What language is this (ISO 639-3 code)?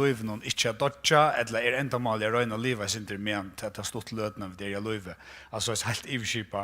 fao